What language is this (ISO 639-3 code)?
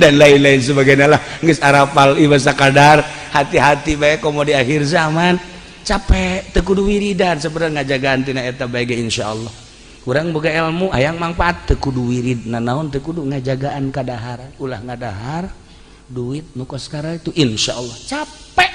sun